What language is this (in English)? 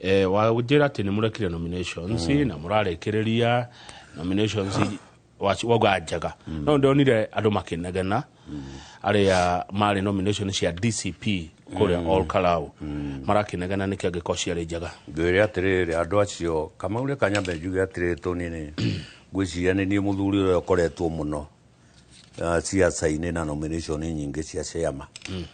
Kikuyu